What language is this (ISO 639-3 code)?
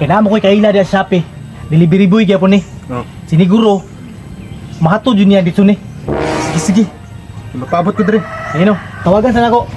ceb